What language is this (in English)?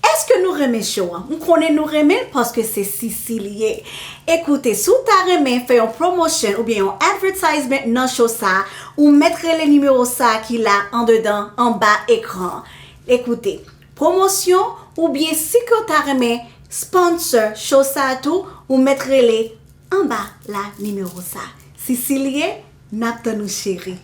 Haitian Creole